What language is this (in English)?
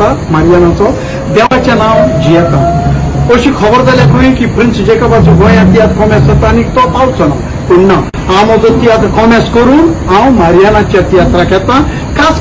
Konkani